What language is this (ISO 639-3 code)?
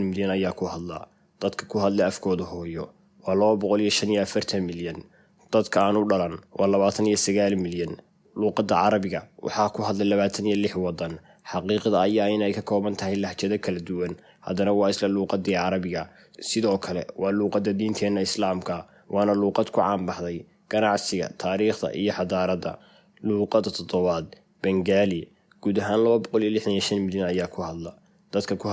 som